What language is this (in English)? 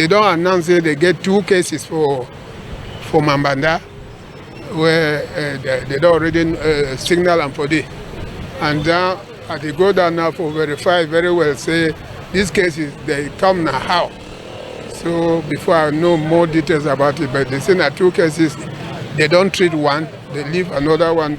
Cameroon Pidgin